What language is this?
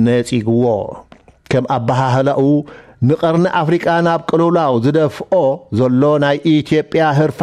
Tigrinya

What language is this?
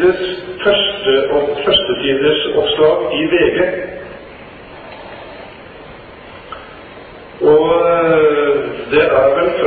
Norwegian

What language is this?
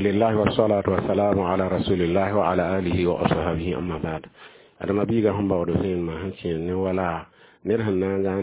Mossi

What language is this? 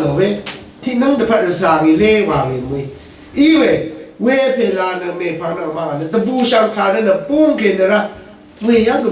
Rawang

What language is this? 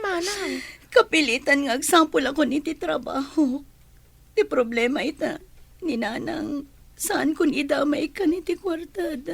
Iloko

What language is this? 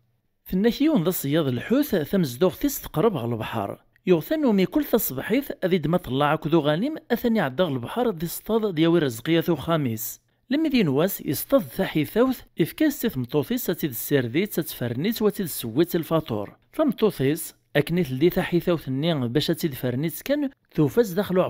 Kabyle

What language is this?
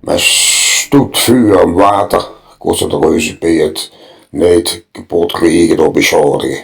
Limburgish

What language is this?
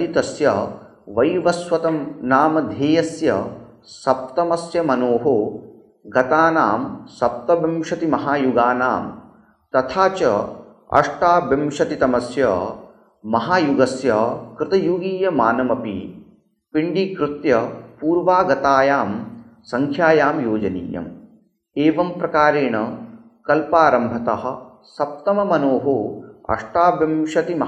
Sanskrit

